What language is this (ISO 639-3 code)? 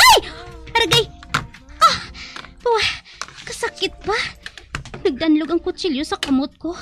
hil